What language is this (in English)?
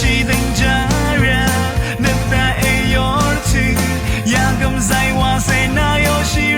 Rawang